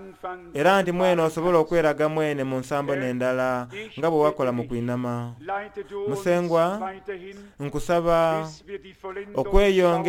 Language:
Soga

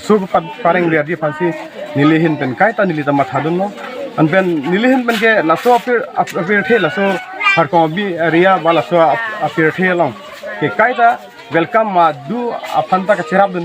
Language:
Karbi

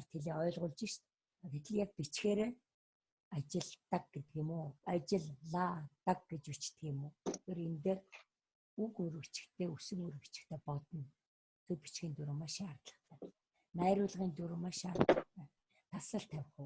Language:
Mongolian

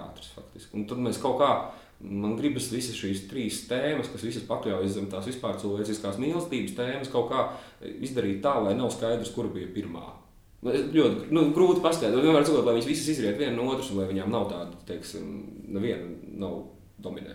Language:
Latvian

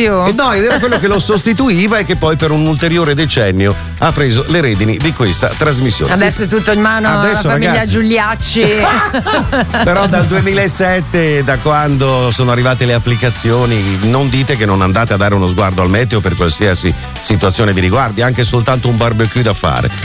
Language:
Italian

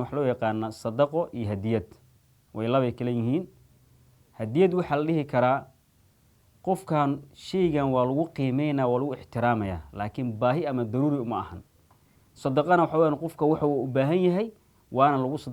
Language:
Somali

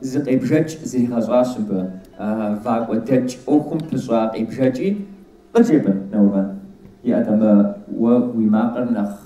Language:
Kabardian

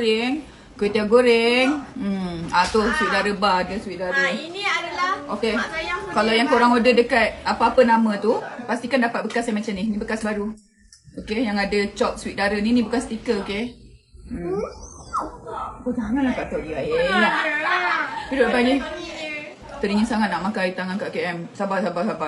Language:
Malay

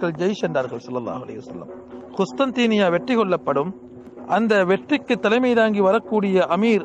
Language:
Tamil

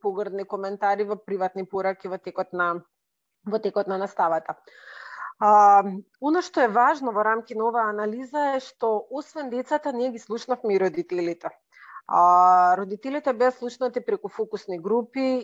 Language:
Macedonian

